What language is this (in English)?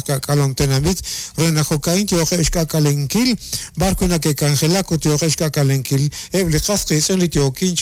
Kekchí